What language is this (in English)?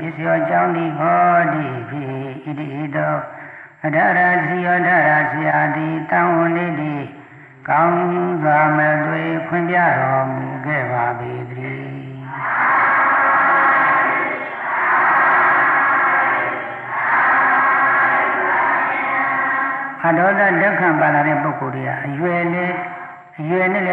Burmese